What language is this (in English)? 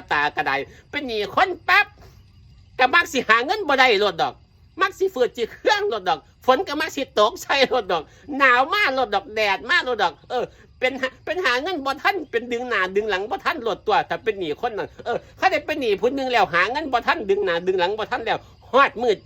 Northeastern Thai